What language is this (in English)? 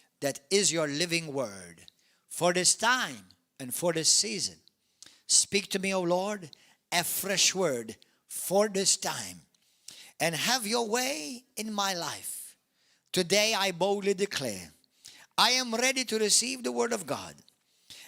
English